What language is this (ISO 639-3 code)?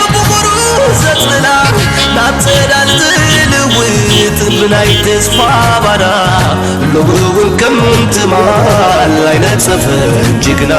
tir